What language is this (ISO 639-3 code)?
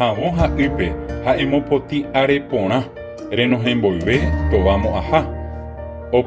grn